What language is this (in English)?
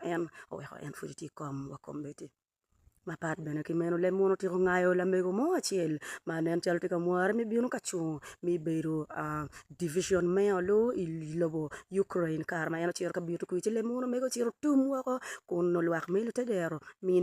Acoli